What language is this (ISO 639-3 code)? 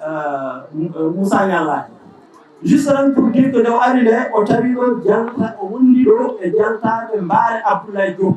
ful